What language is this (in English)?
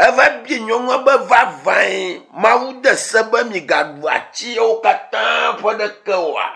Ewe